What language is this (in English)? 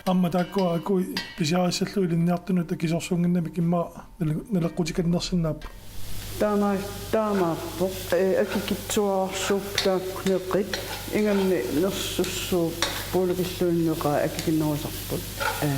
Kalaallisut